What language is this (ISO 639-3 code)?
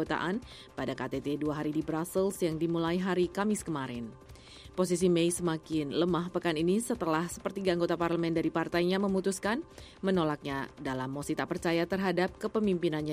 ind